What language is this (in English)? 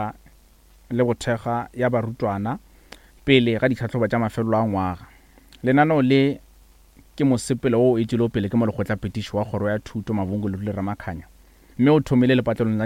Northern Sotho